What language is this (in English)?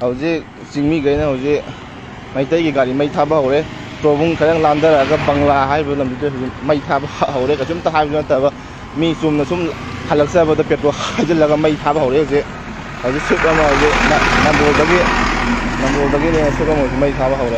Manipuri